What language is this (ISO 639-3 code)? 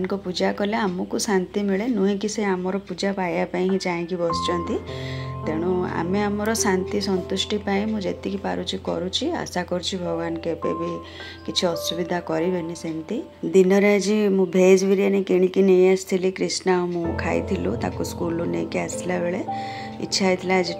ori